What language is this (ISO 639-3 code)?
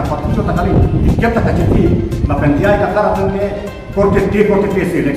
mjw